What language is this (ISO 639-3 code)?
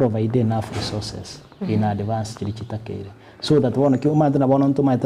guz